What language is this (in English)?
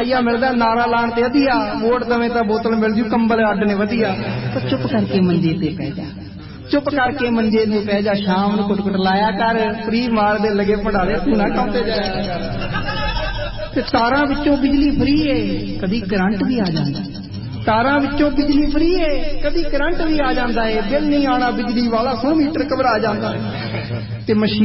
Punjabi